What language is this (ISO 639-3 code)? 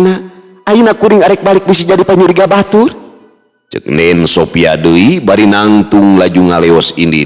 sun